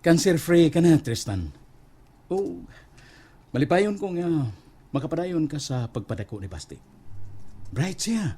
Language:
Cebuano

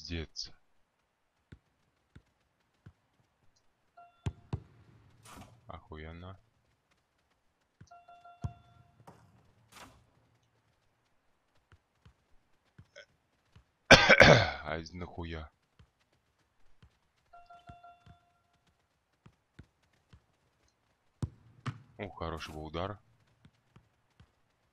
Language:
Russian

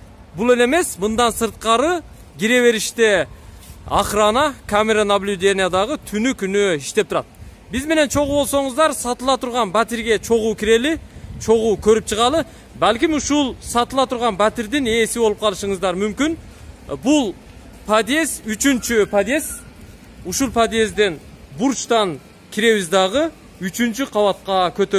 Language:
Kyrgyz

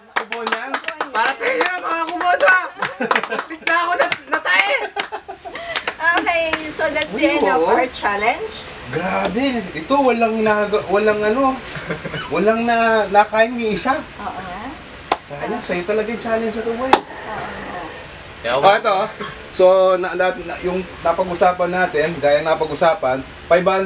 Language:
Filipino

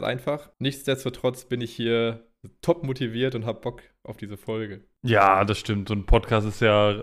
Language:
German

